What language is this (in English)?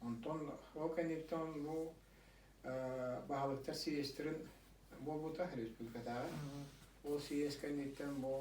Yakut